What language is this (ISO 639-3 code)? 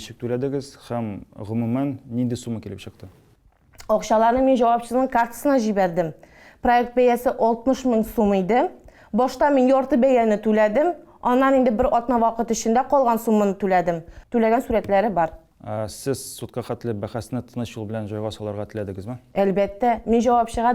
tat